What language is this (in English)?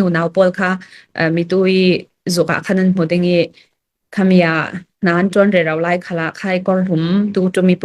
Hakha Chin